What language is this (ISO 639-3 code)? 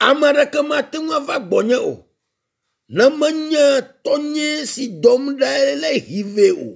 ewe